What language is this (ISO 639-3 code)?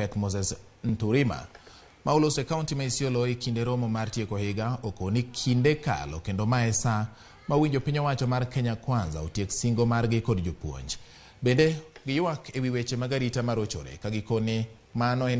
luo